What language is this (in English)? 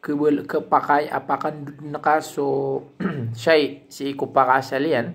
Maranao